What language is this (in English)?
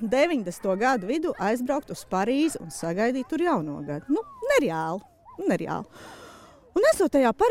Latvian